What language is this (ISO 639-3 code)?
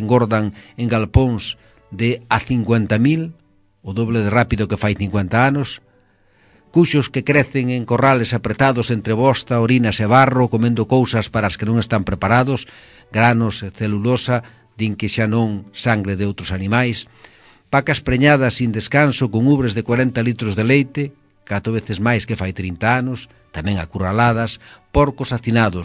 glg